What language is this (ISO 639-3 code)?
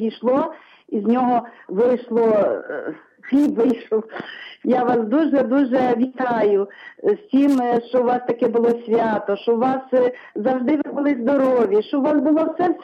ukr